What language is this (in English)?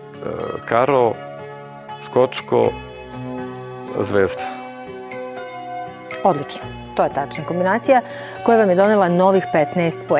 Serbian